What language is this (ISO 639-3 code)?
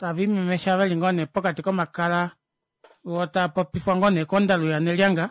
kua